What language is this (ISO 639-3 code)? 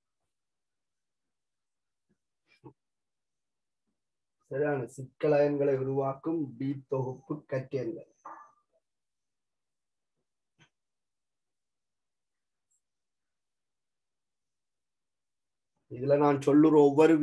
tam